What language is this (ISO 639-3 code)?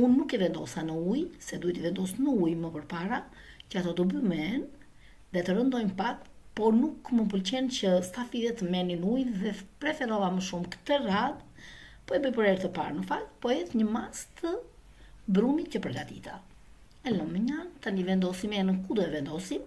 sqi